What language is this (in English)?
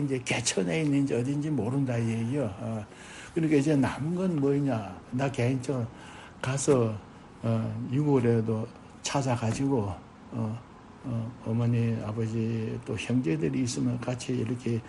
Korean